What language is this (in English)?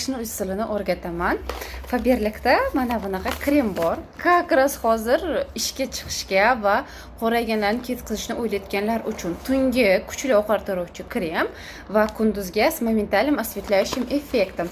Uzbek